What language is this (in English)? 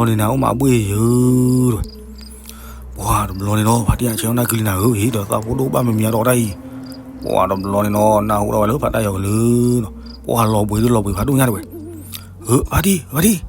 S'gaw Karen